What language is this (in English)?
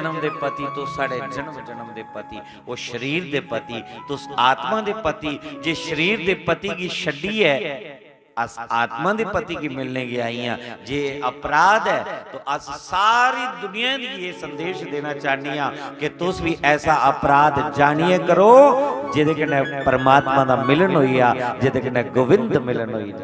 Dogri